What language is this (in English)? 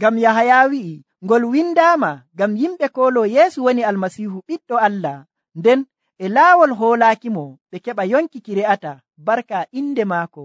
Nigerian Fulfulde